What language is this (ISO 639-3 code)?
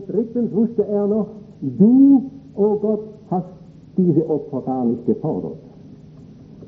deu